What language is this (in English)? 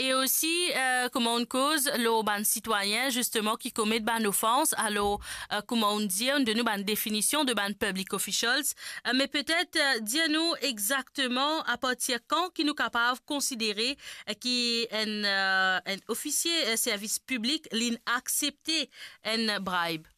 Morisyen